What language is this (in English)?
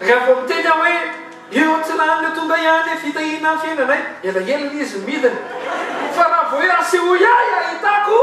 Malagasy